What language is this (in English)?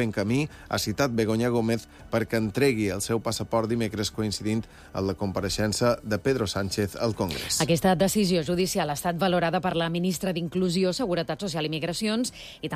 Catalan